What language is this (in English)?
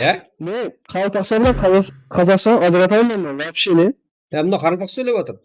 Kara-Kalpak